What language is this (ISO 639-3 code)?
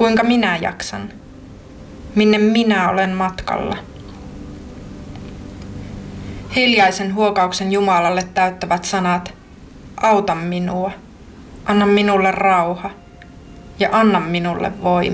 fin